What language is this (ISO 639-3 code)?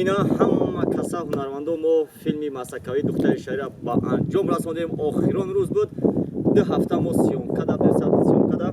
tgk